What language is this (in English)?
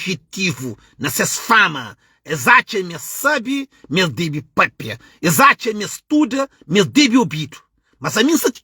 Kabuverdianu